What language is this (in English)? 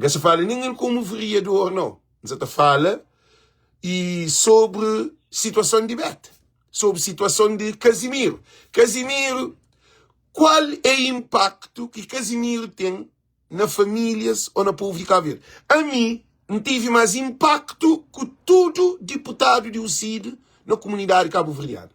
Kabuverdianu